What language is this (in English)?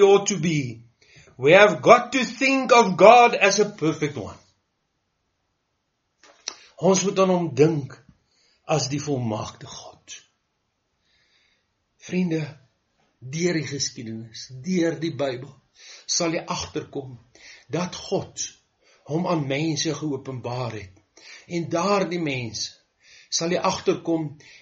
Afrikaans